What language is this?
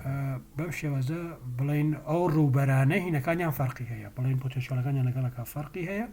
Central Kurdish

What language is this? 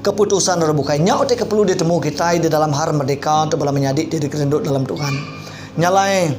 Iban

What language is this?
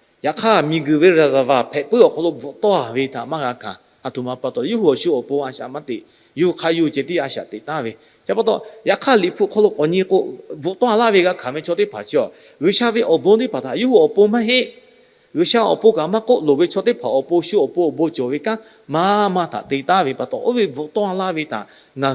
Lahu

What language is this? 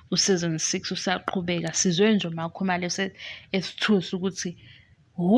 Zulu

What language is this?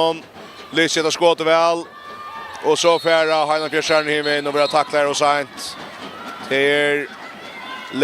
Faroese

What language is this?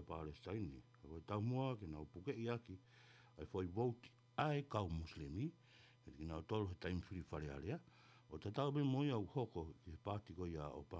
Tongan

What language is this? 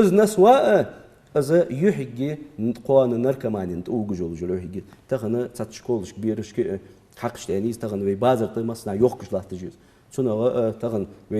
Ingush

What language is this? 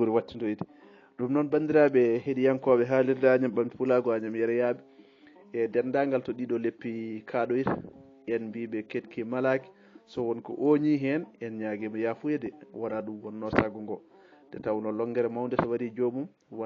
Fula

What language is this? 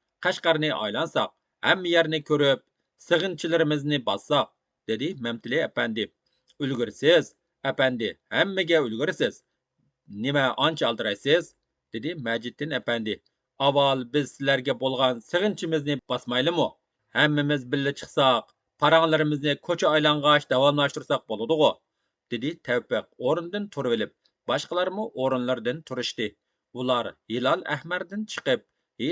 Uyghur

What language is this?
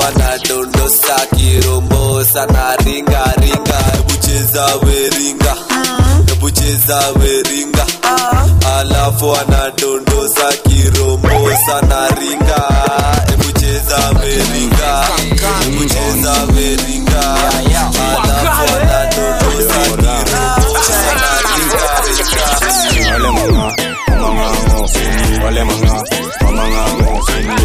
Swahili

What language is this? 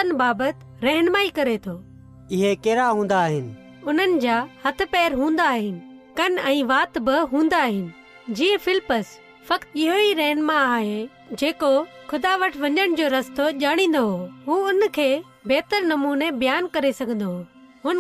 Sindhi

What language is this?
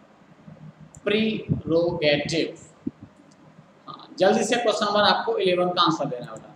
Hindi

